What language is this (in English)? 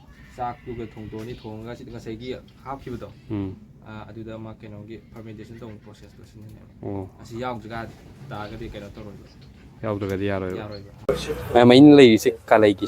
Manipuri